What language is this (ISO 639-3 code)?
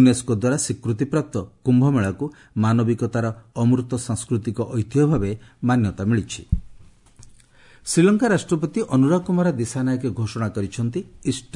ori